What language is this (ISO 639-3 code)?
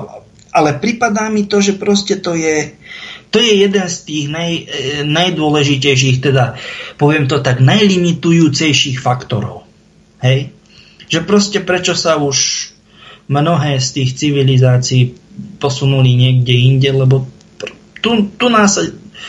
slk